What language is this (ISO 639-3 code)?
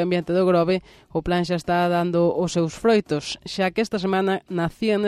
glg